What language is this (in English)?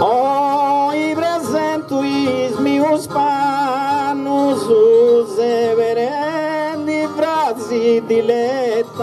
Sardinian